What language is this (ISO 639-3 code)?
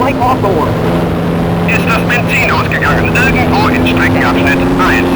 bar